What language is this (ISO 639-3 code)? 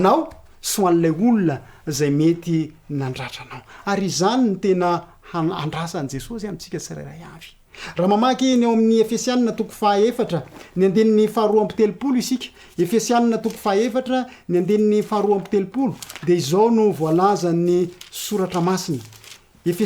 mlg